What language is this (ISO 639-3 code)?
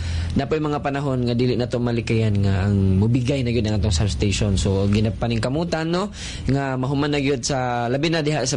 ceb